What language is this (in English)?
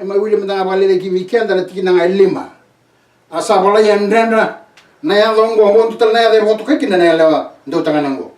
Fijian